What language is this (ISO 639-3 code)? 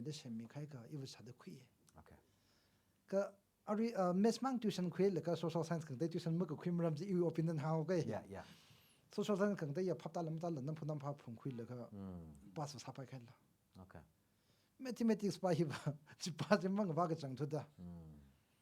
nmf